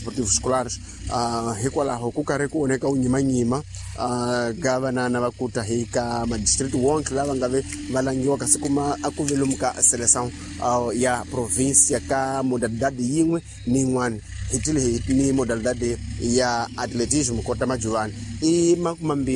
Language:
Tsonga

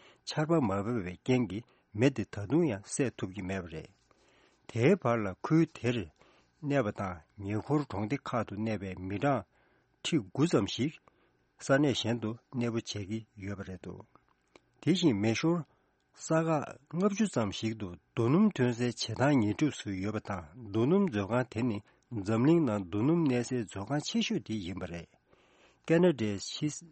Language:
Tibetan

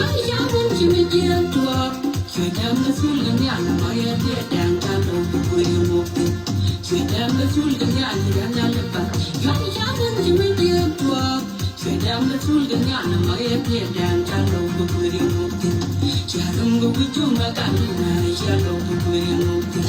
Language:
Nuer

